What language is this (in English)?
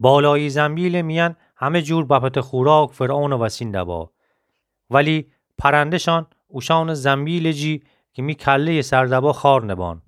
Gilaki